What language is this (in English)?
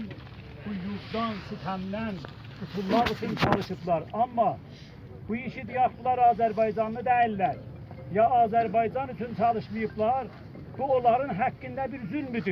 South Azerbaijani